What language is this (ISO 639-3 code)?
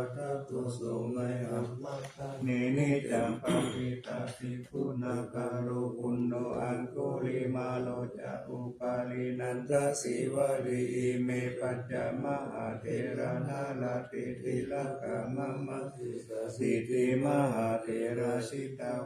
pli